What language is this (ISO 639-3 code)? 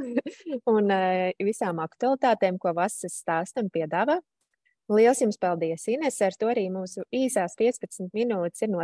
lav